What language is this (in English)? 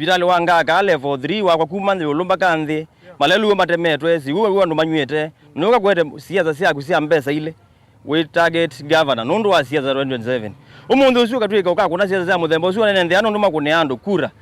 Kamba